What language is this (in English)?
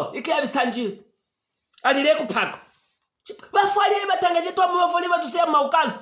Luvale